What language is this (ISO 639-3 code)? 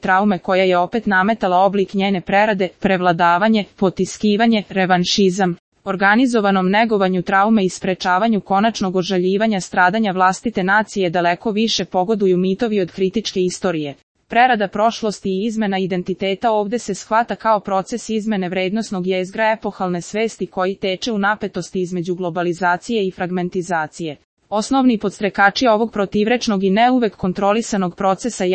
srp